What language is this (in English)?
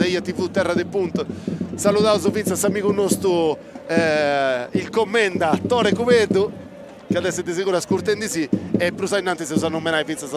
Sardinian